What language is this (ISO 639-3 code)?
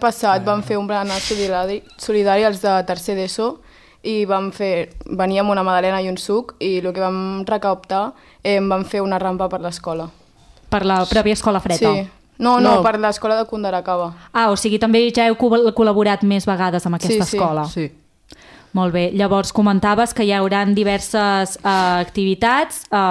cat